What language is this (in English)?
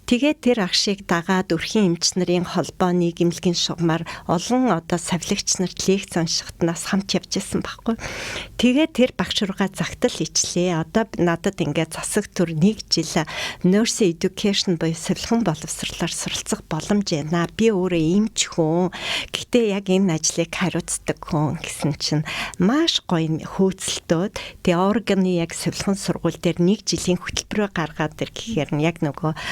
Mongolian